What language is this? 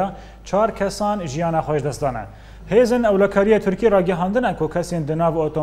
Kurdish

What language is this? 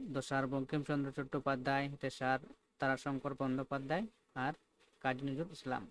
Santali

